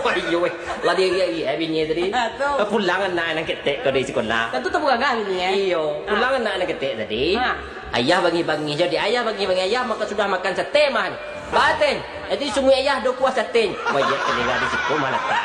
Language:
Minangkabau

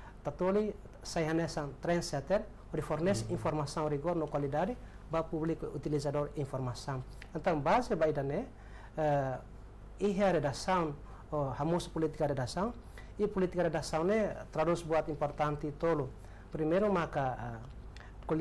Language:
Tetum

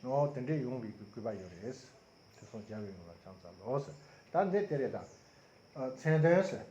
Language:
Tibetan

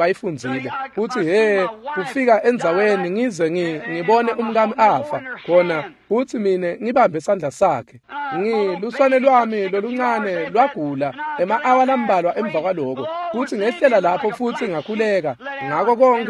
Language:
Swati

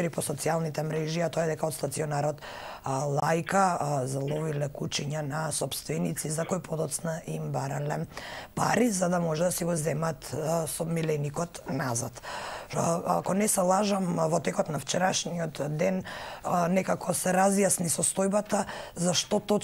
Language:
Macedonian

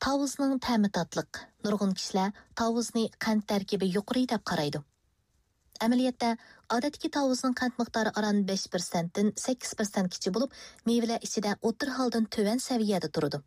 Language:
Uyghur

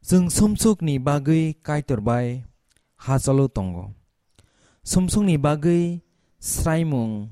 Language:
Kok Borok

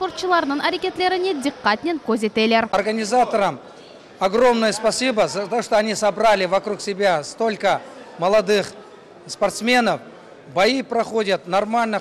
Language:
Crimean Tatar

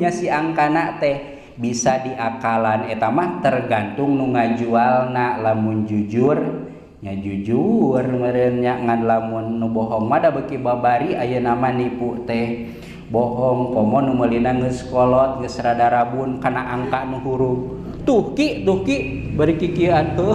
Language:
Sundanese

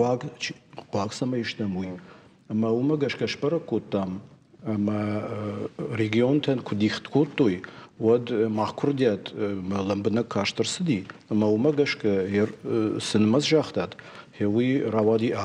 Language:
Ossetic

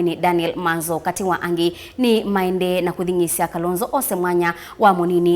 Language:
Kamba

